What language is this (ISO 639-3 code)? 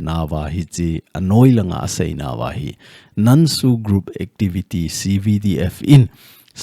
tcz